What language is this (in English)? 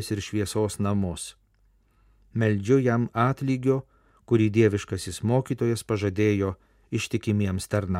Lithuanian